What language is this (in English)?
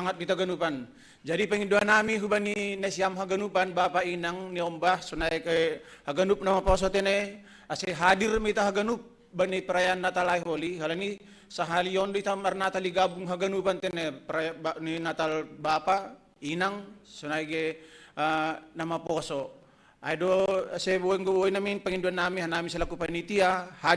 Batak Simalungun